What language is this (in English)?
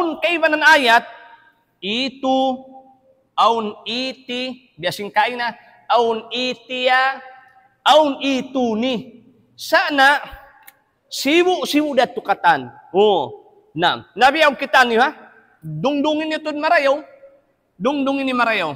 Tausug